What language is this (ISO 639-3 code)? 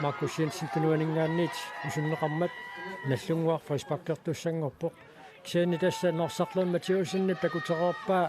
kal